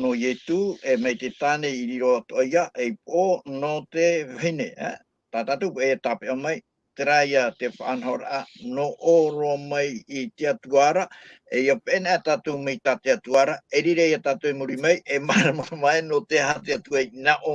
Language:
Tahitian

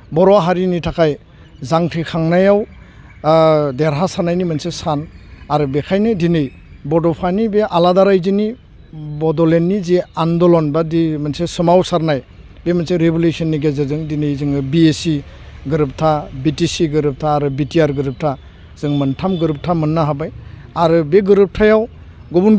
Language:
Bodo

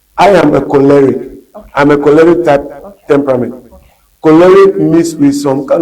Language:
Ewe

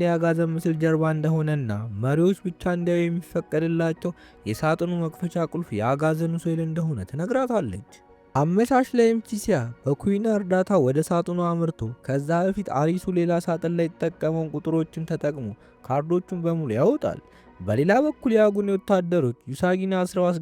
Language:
Amharic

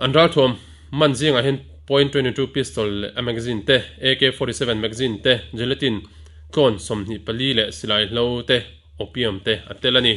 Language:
Mizo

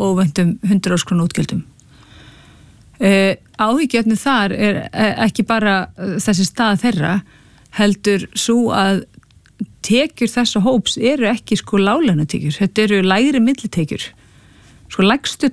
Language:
Icelandic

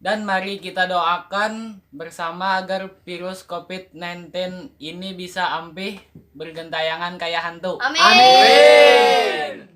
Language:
Banjar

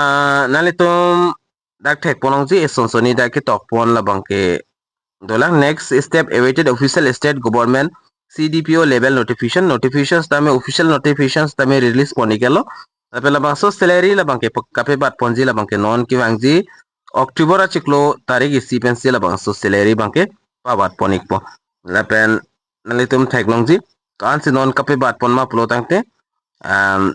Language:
Karbi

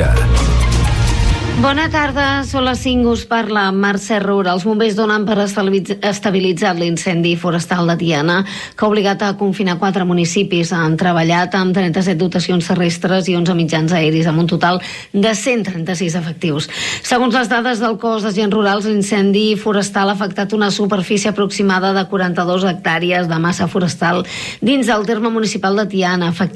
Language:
Catalan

